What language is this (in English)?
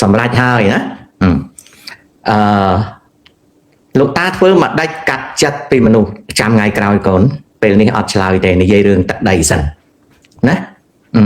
Khmer